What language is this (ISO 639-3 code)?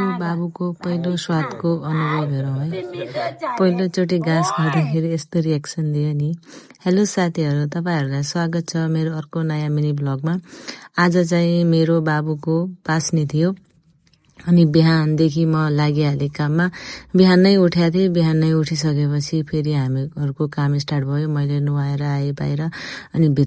nep